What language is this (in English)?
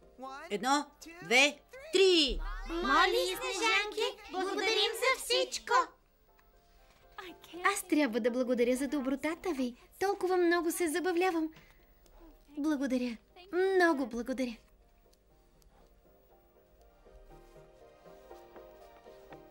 Bulgarian